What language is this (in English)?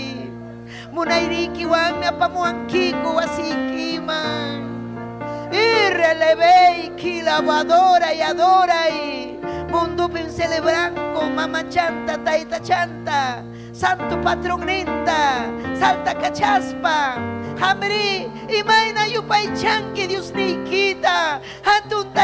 Ayacucho Quechua